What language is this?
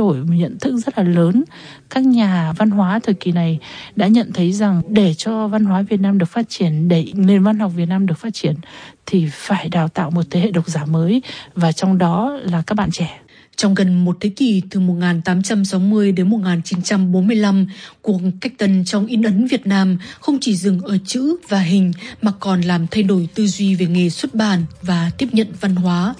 Vietnamese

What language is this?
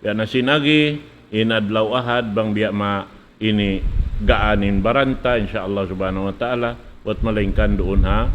Tausug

